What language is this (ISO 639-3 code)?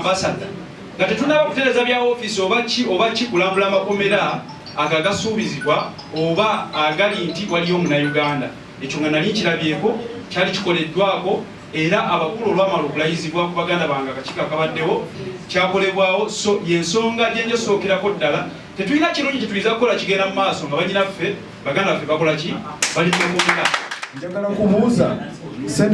lug